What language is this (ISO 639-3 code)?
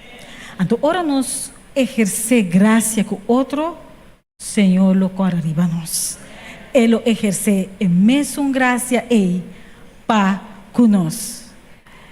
pap